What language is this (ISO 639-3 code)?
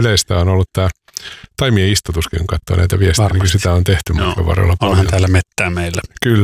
fin